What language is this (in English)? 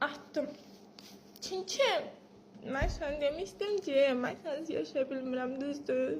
Azerbaijani